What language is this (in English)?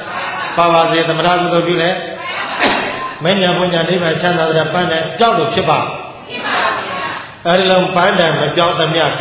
Burmese